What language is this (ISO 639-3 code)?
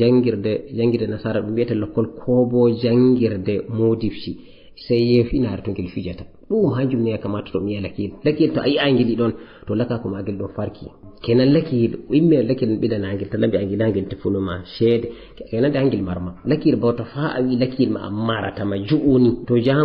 ful